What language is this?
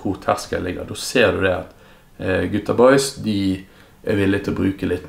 Norwegian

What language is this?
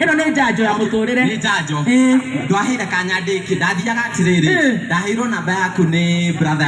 Kikuyu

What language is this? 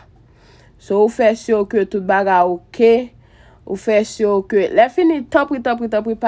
Haitian Creole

